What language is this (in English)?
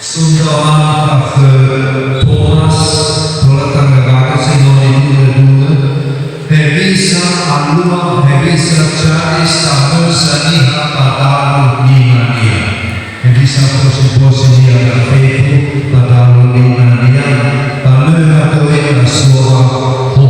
Nias